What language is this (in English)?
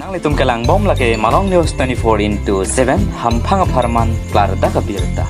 Karbi